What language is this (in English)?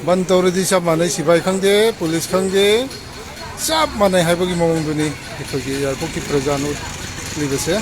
Manipuri